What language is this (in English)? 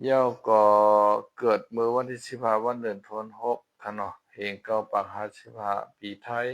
Shan